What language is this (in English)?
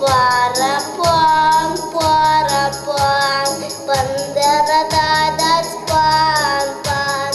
Chuvash